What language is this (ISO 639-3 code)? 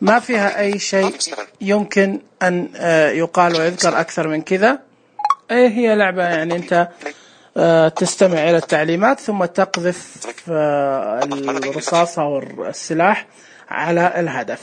ars